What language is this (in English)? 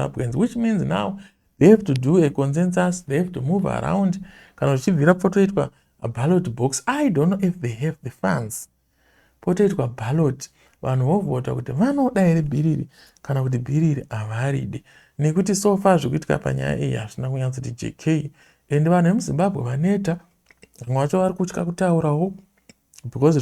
Shona